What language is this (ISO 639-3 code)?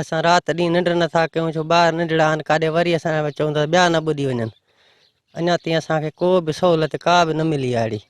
snd